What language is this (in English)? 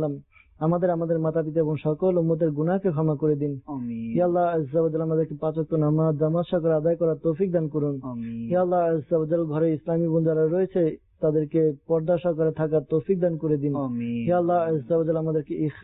Bangla